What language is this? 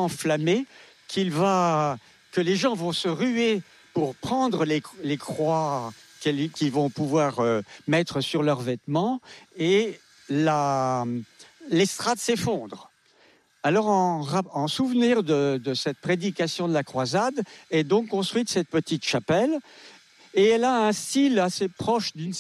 French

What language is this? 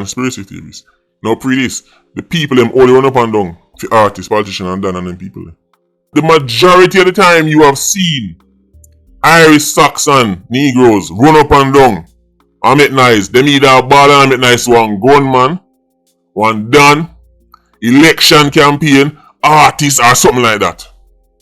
Jamaican Creole English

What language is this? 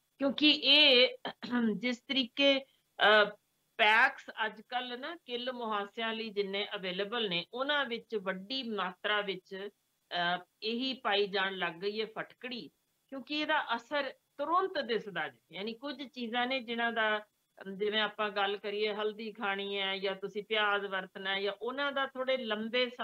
Punjabi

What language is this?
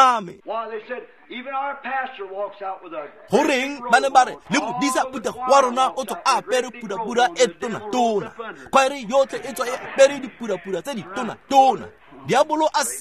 Tswana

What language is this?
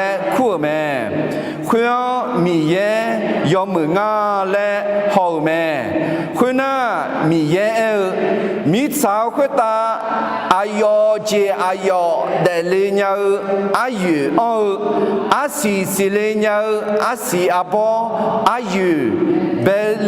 Akha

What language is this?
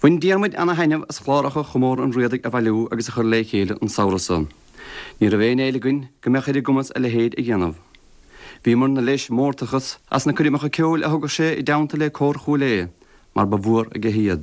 Irish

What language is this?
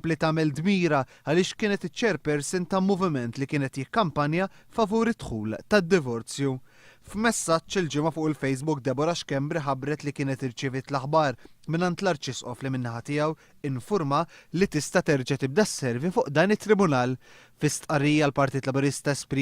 Maltese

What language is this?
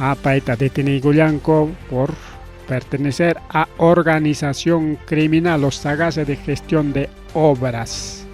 Ayacucho Quechua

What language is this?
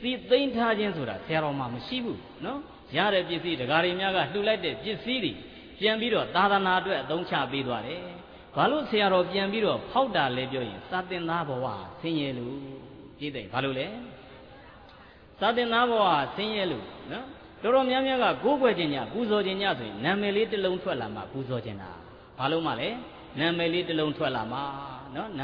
Burmese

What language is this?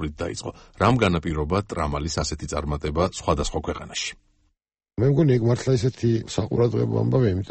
Georgian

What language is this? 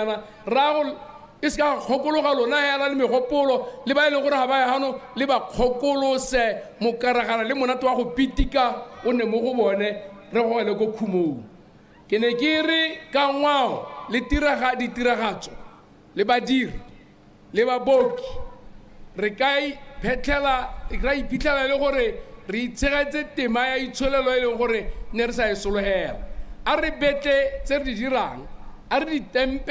Tswana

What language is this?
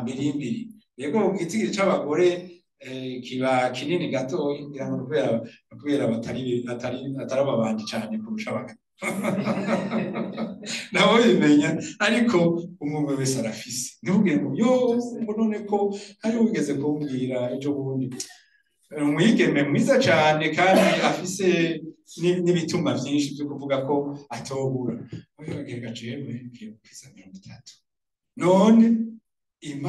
Rundi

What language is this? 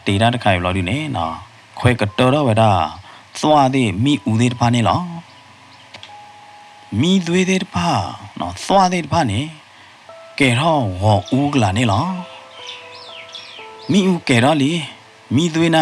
S'gaw Karen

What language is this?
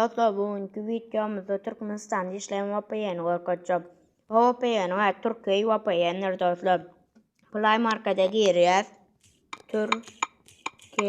Turkmen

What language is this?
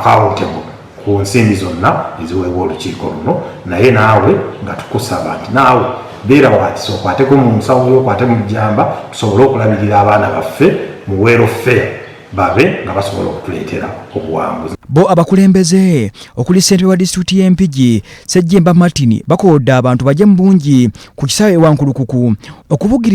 Ganda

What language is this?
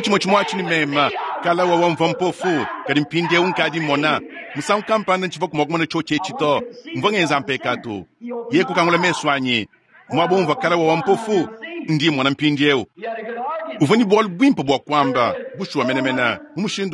Luba-Lulua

